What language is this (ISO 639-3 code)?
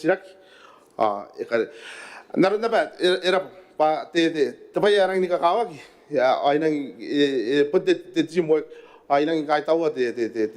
gil